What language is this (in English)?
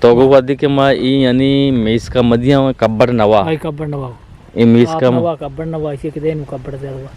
Eastern Balochi